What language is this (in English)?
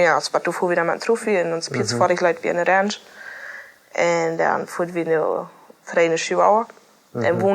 Plautdietsch